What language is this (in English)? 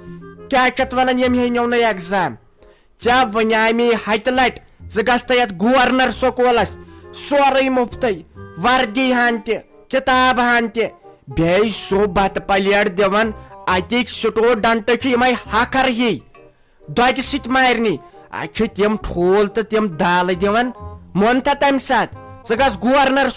Kashmiri